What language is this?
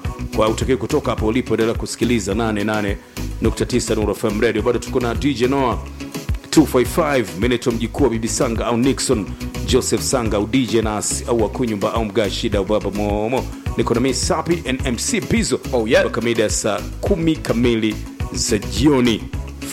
Swahili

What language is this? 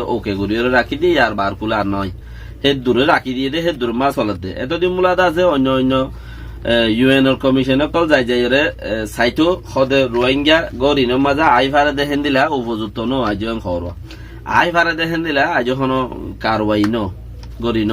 Rohingya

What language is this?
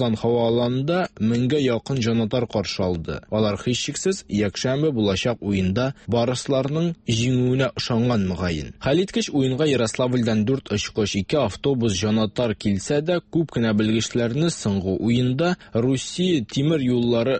Tatar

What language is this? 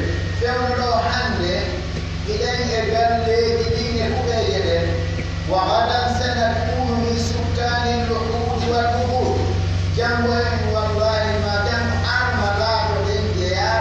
Pular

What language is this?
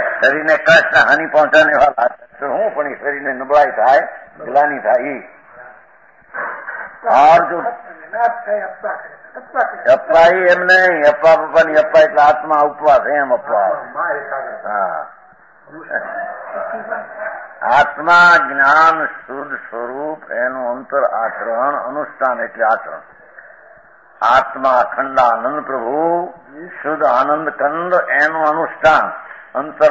Gujarati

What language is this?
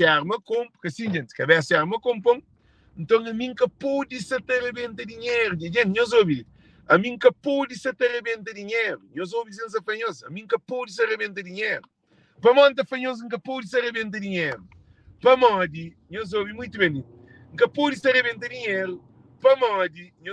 Kabuverdianu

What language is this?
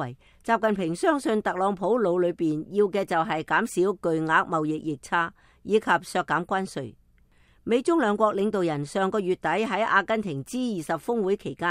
Cantonese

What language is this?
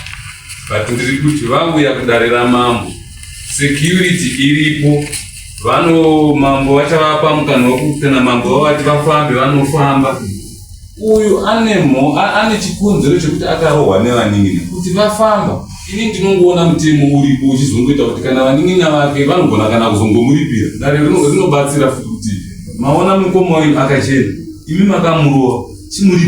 Shona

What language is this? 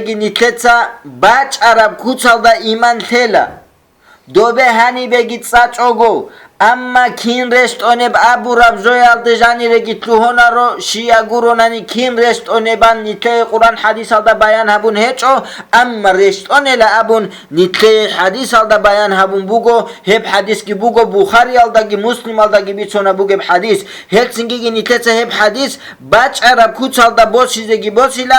Avaric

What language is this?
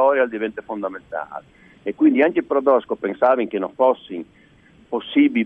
Friulian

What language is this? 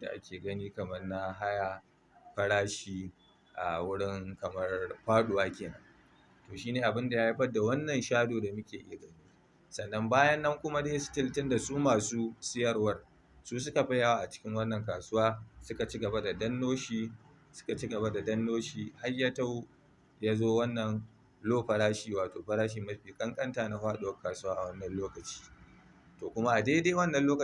Hausa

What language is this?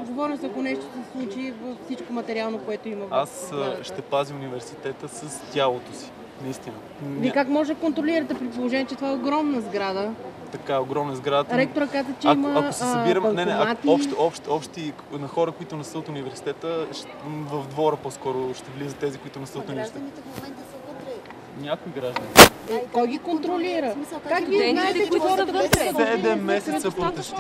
Bulgarian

